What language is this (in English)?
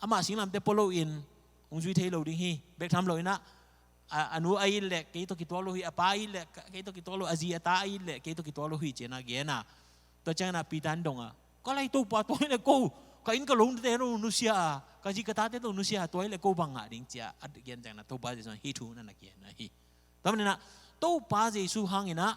Tedim Chin